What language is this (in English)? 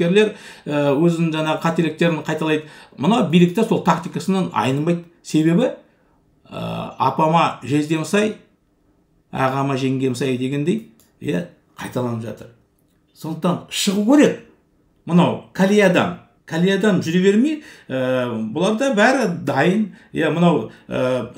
Kazakh